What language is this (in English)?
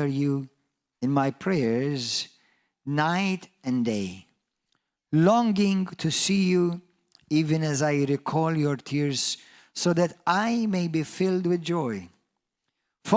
English